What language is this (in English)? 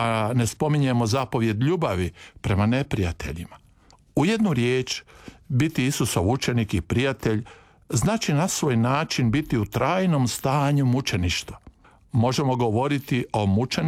Croatian